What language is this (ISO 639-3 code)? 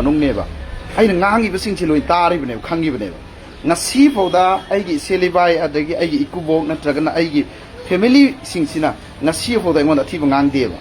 mni